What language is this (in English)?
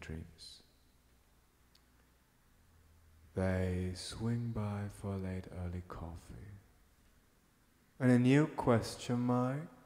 English